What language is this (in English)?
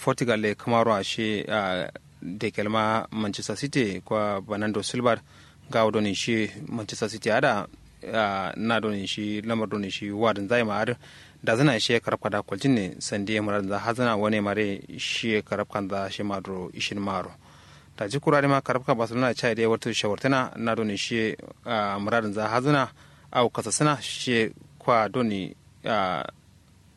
Kanuri